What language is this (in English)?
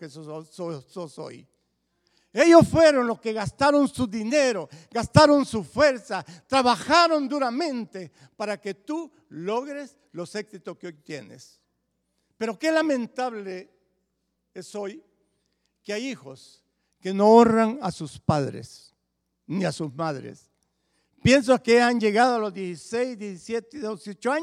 Spanish